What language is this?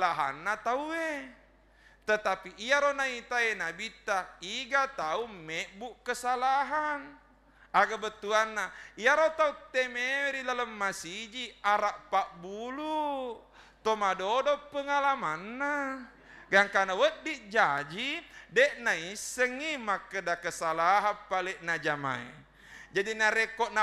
Buginese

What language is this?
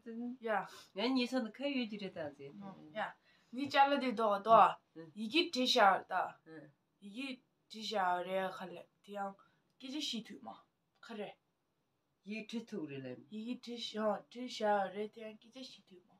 Tibetan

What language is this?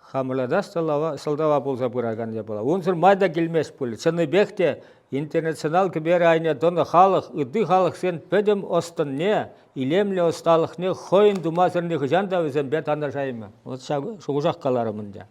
Chuvash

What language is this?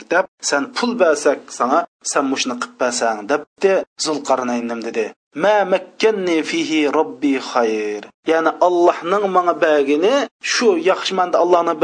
Uyghur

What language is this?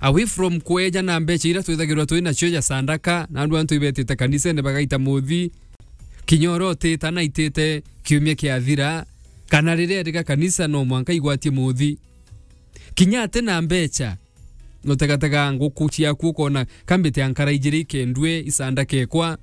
Meru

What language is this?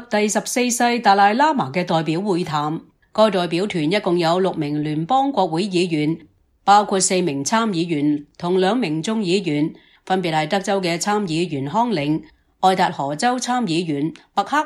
Cantonese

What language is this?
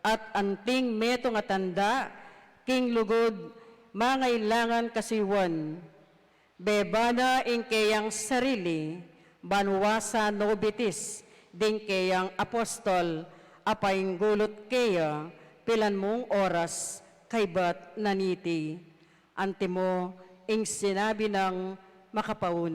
Pampanga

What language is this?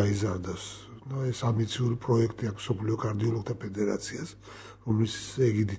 Georgian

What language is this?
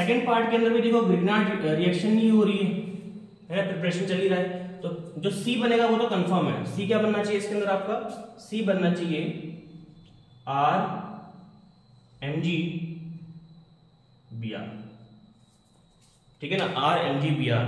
Hindi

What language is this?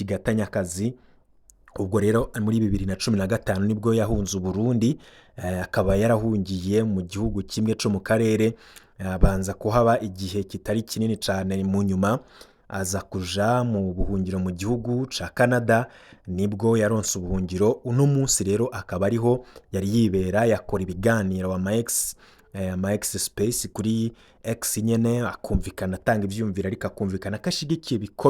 Rundi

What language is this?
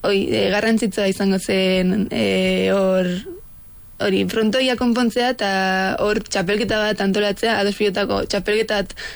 Basque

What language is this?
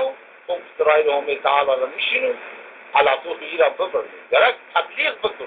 Zaza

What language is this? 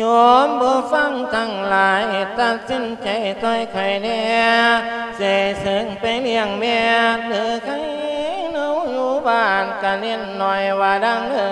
Lao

